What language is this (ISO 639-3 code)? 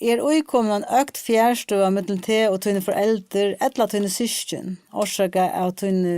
fao